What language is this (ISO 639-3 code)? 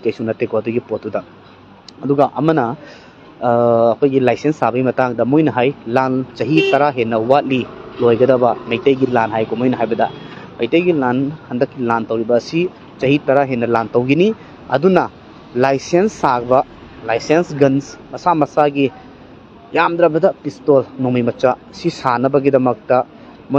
mni